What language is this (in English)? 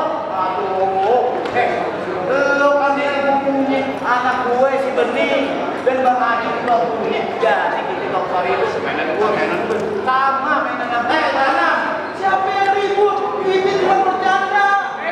Betawi